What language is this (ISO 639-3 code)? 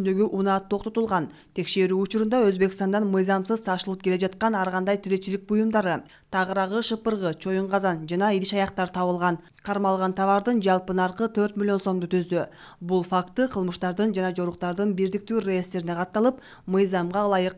kir